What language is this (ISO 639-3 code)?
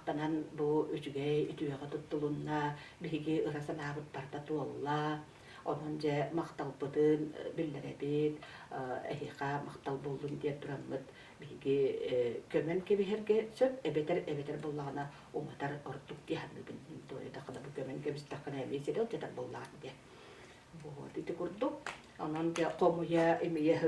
sah